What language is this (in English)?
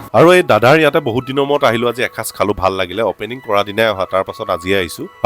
Assamese